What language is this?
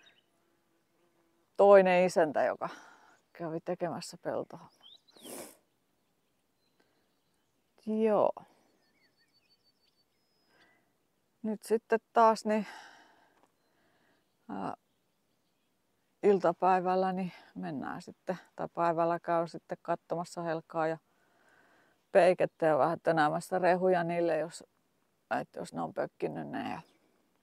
Finnish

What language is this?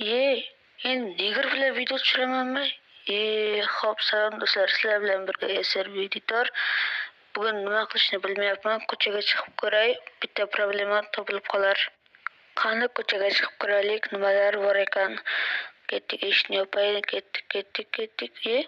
Uzbek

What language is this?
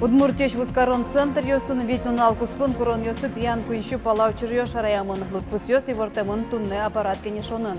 Udmurt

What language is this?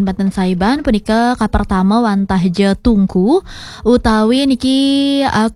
Balinese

